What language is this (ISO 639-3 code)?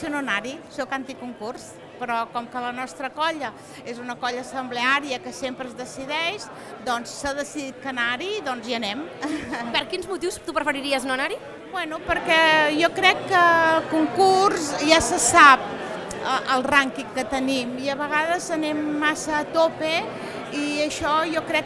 cat